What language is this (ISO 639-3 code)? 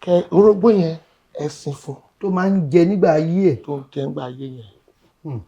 yor